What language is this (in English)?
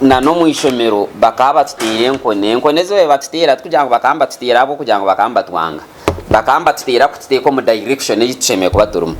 Nyankole